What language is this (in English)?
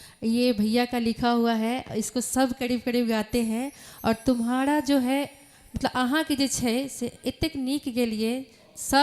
Maithili